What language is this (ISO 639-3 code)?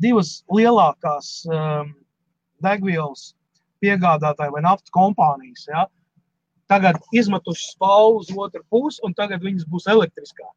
lav